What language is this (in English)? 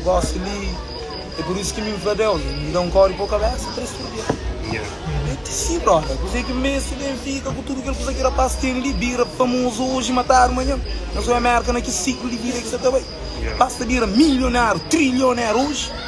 Kabuverdianu